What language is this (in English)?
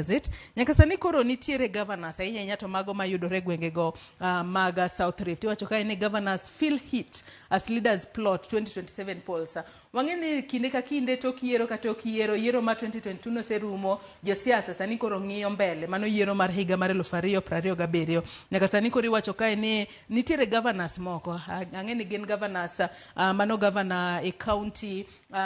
Luo (Kenya and Tanzania)